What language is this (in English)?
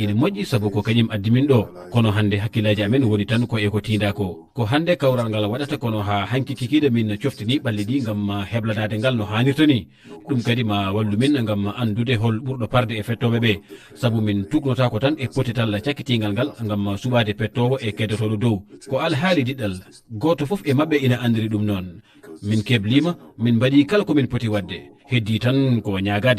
Fula